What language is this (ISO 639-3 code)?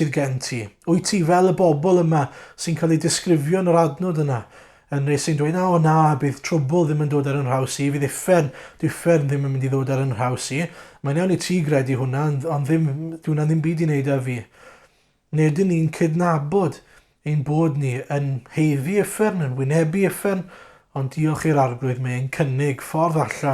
cym